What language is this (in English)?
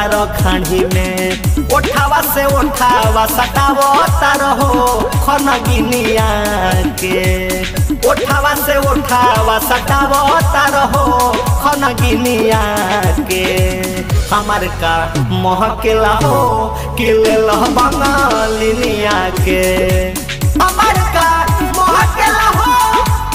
Bhojpuri